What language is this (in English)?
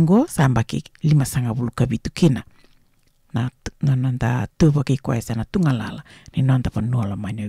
Fijian